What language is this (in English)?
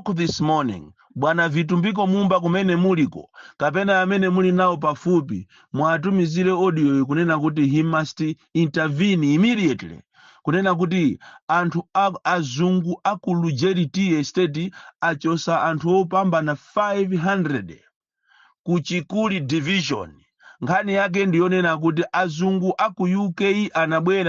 Nyanja